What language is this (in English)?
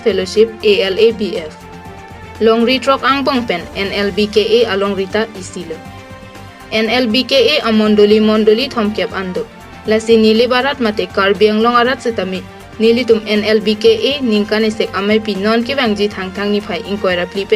Karbi